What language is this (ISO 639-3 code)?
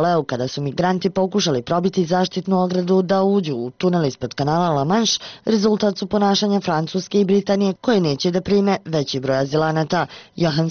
bos